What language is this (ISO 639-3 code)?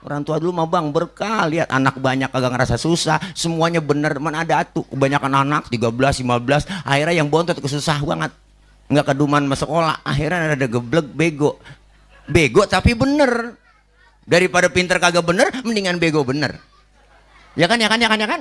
bew